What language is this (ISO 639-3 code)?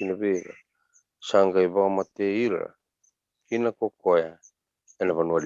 fij